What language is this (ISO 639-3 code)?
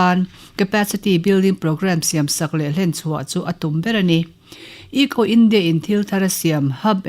lus